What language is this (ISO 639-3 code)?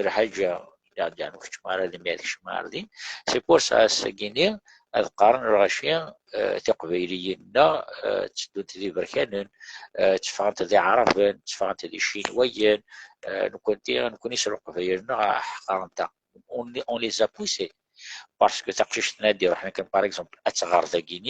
kab